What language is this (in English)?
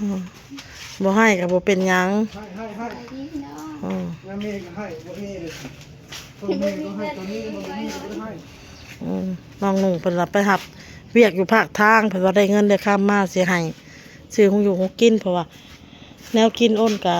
Northeastern Thai